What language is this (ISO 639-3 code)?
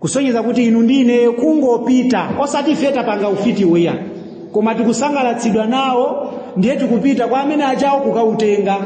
nya